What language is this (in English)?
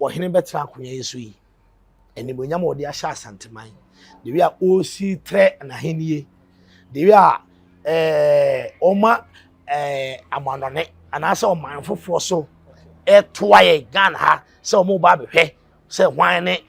Akan